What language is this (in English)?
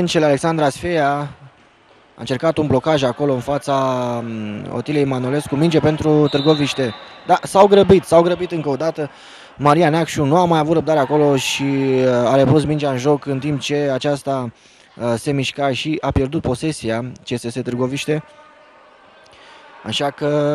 Romanian